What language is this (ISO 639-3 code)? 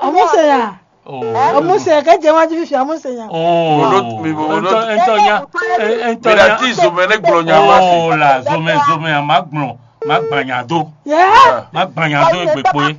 fon